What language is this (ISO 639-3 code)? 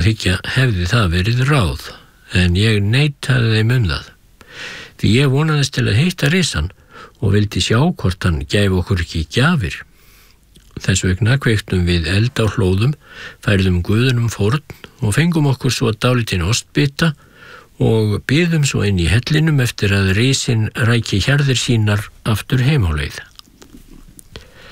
isl